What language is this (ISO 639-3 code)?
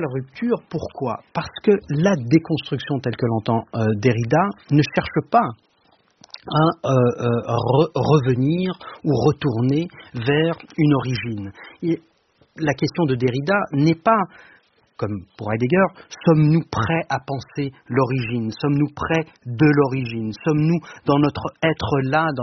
fra